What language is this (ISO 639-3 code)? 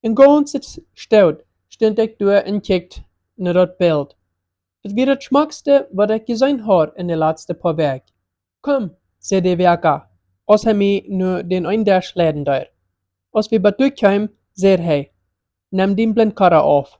pdt